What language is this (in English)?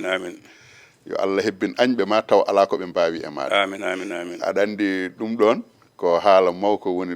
Fula